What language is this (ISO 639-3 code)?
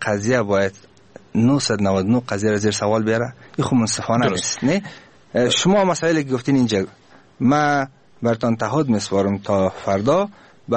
fas